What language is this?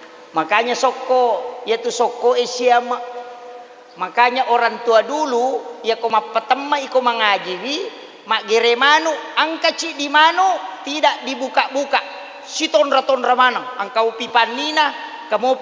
Buginese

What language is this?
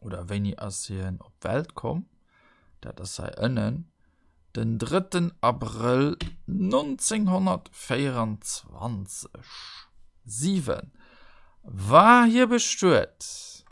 Luxembourgish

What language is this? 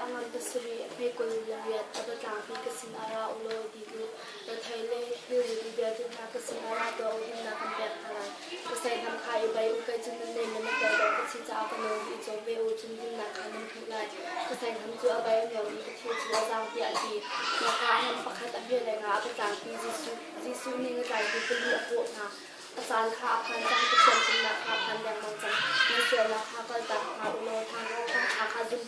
Hakha Chin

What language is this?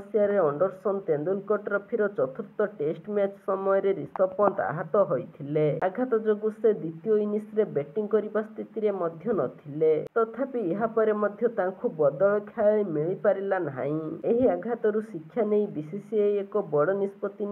Odia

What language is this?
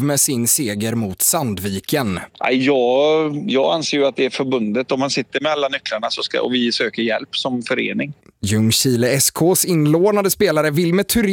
Swedish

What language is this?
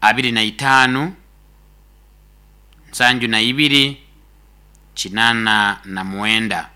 Nyoro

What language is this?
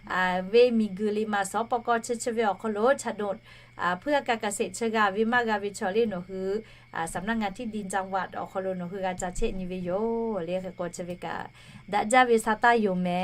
Lahu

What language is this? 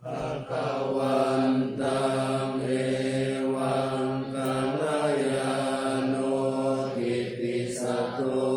Pali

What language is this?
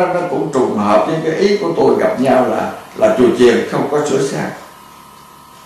Vietnamese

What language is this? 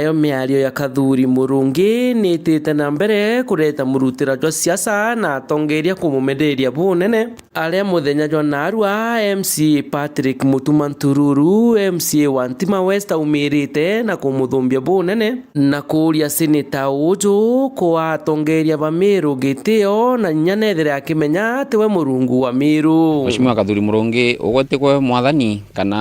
Meru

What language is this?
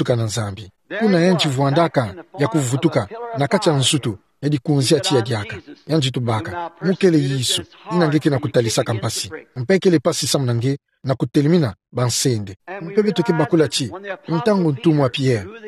Kituba (Democratic Republic of Congo)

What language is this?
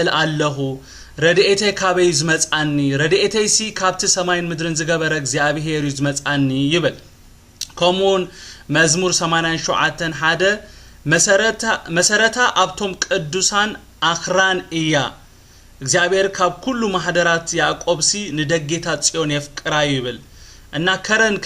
Tigrinya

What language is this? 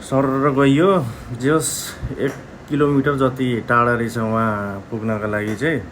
Nepali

